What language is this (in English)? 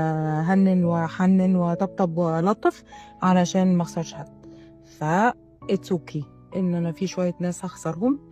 Egyptian Arabic